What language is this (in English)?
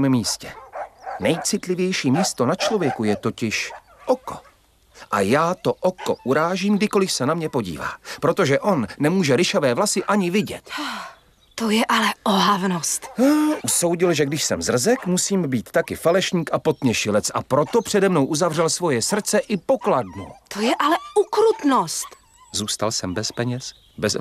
Czech